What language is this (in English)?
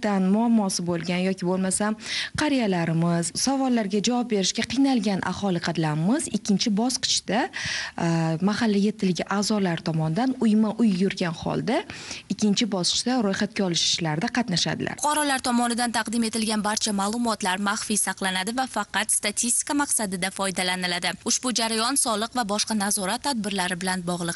Uzbek